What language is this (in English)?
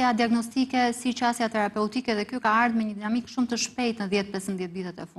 Albanian